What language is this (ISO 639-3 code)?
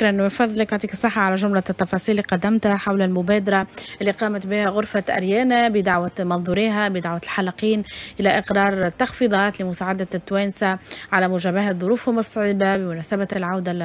aeb